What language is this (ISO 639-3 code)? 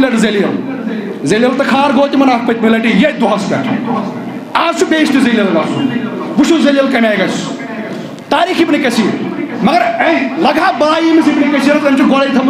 kas